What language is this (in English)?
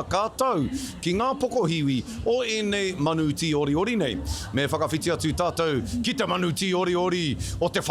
Māori